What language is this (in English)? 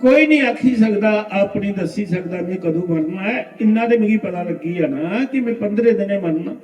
Dogri